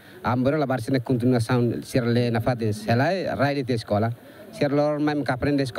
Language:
Tetum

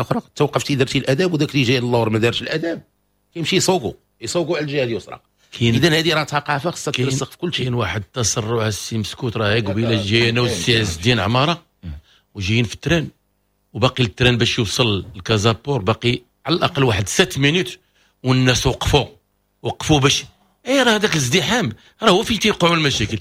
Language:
Moroccan Arabic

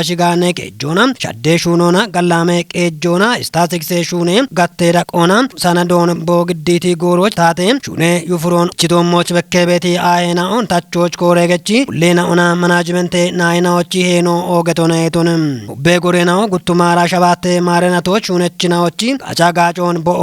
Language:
Kafa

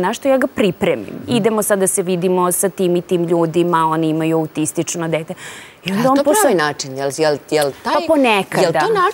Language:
Serbian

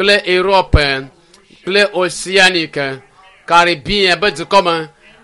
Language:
Ewe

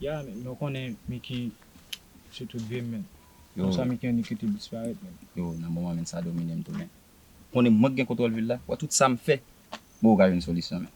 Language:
Haitian Creole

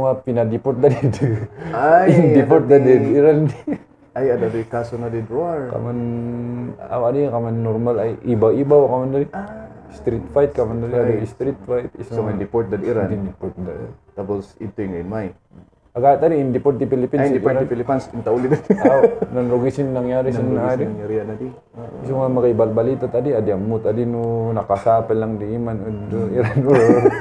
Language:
Kankanaey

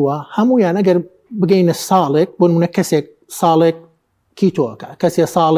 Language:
Central Kurdish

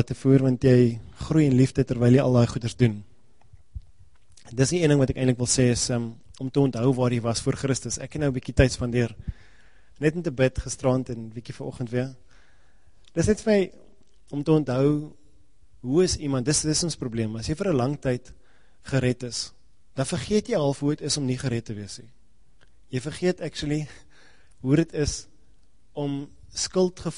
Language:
Afrikaans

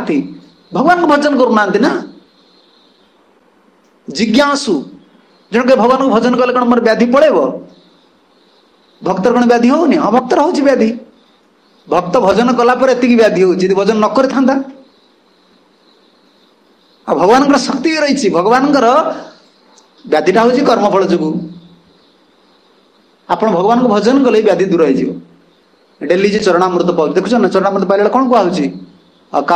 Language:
Odia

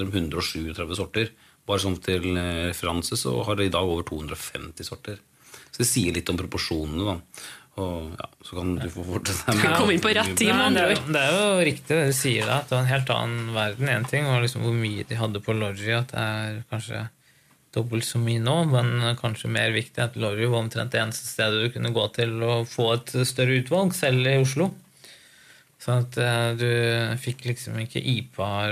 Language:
Norwegian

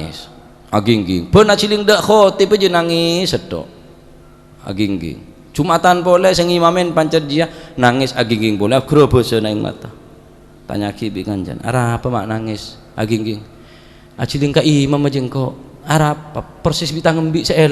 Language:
Madurese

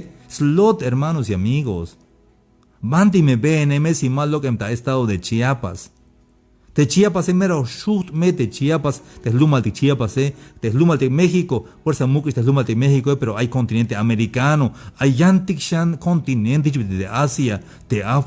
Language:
Tzeltal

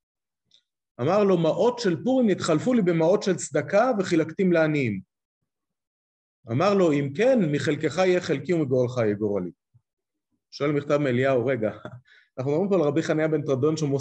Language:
Hebrew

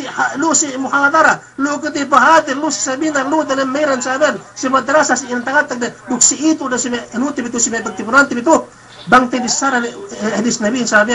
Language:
Yakan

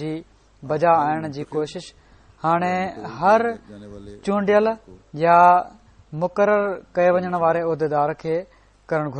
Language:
Sindhi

